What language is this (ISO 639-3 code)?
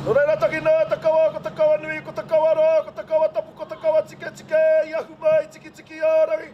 mri